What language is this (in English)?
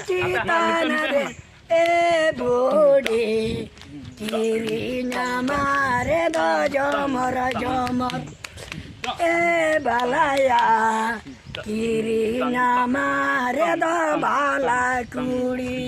Santali